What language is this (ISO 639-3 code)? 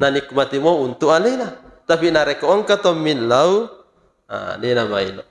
bug